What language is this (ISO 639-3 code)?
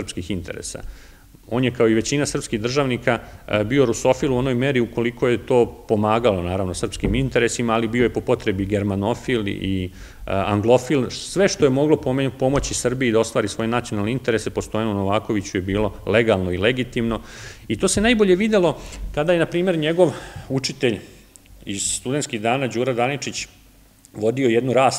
srp